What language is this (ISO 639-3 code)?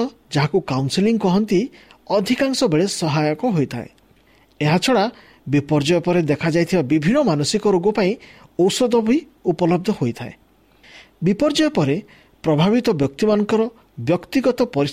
ori